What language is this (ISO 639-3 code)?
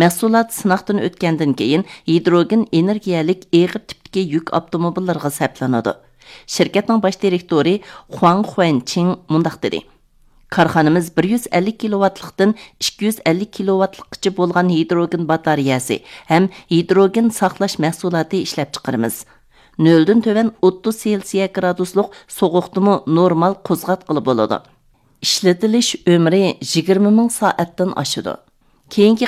uig